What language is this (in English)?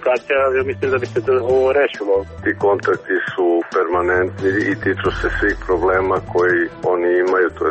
Serbian